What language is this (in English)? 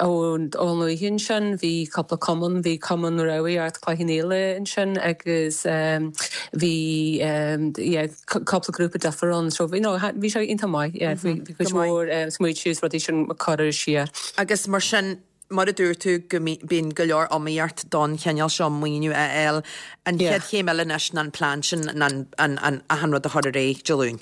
Irish